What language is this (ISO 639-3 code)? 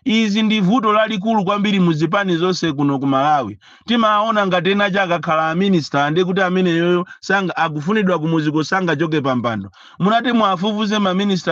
nya